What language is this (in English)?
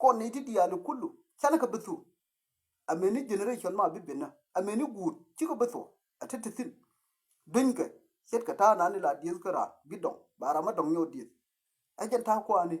Nuer